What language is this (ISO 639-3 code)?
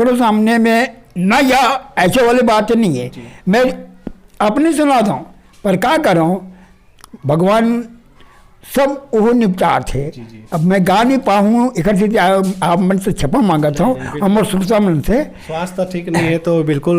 hne